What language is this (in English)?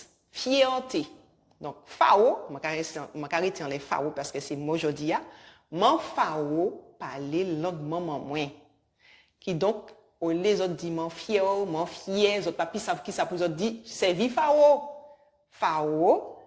Guadeloupean Creole French